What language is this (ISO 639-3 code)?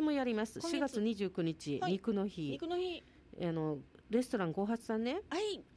jpn